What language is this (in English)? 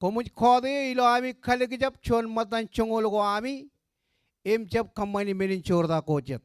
Marshallese